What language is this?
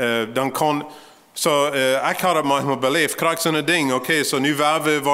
Plautdietsch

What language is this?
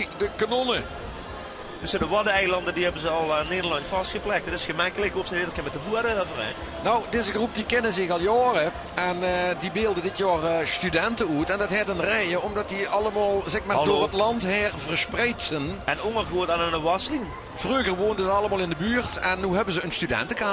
Limburgish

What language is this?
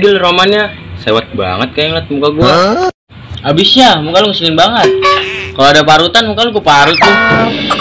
Betawi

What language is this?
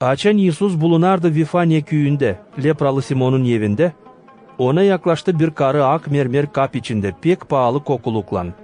Gagauz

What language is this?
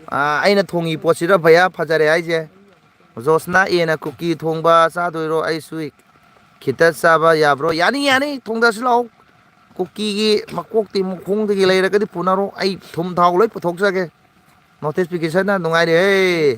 Manipuri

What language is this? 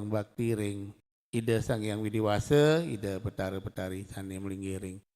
Balinese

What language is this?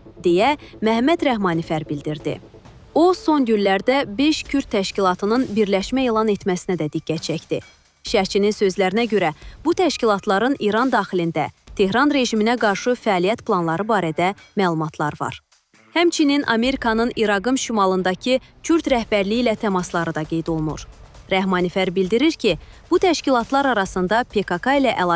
Azerbaijani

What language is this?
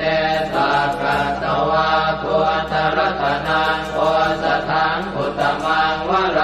Pali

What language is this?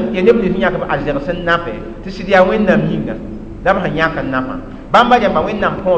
Mossi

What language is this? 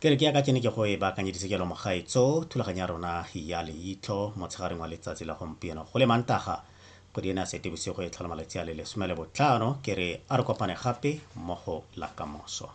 Tswana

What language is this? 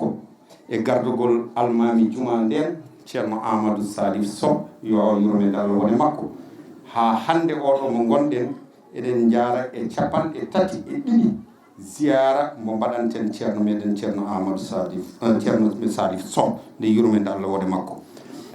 Fula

